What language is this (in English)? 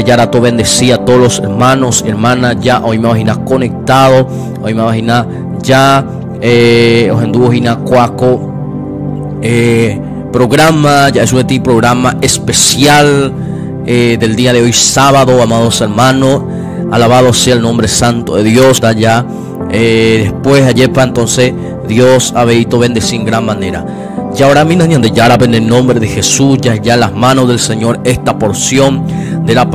Guarani